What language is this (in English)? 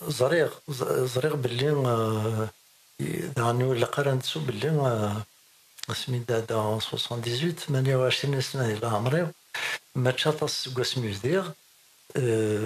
Kabyle